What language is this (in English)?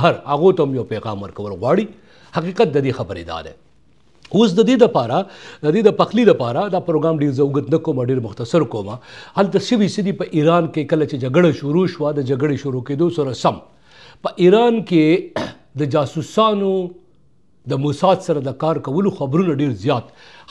Pashto